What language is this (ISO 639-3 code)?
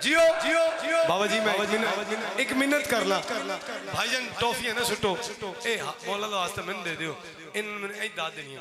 phr